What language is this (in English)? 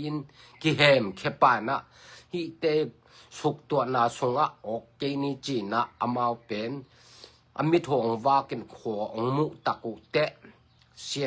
Tedim Chin